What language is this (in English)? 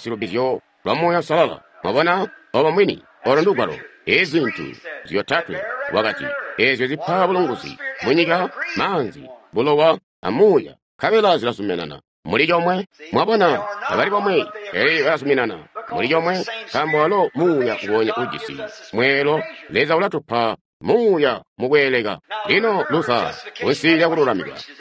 Tonga (Zambia)